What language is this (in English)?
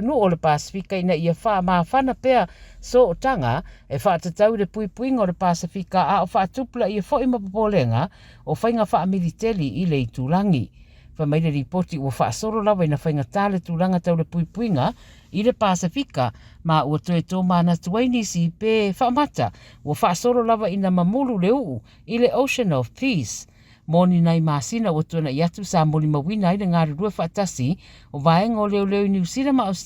Samoan